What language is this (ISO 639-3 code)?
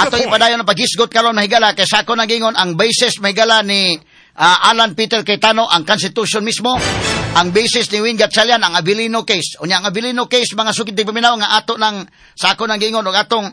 ceb